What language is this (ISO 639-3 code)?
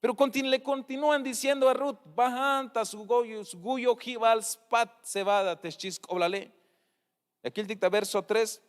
tzh